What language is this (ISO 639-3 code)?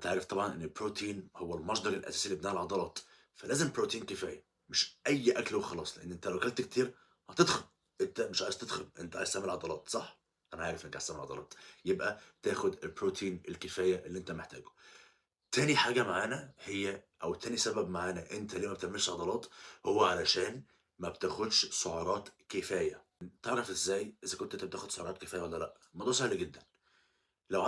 arz